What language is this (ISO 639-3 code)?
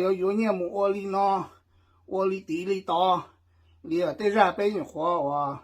hmn